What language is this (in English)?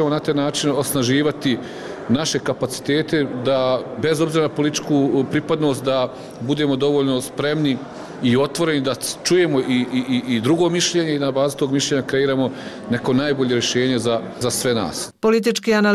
Bosnian